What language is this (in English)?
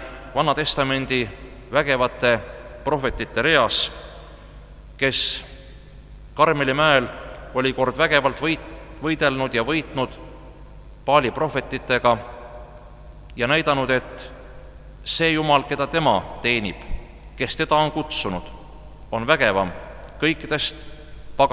Estonian